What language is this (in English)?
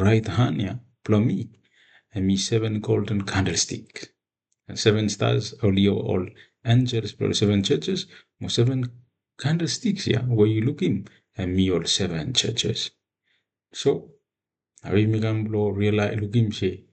Bislama